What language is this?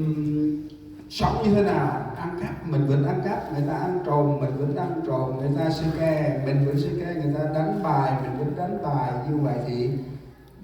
Central Mnong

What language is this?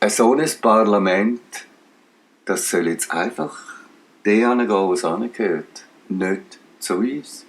Swiss German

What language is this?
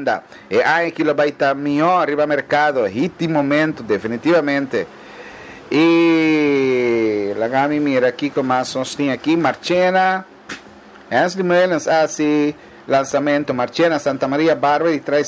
Papiamento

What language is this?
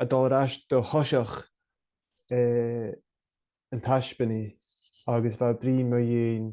Scottish Gaelic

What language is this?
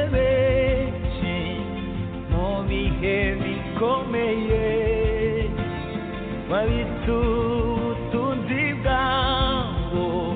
Kinyarwanda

